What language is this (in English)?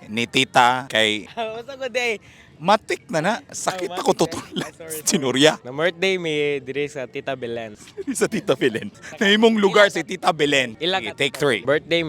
Cebuano